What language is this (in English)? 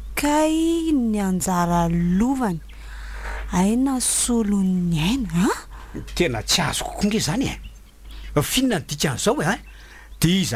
Malagasy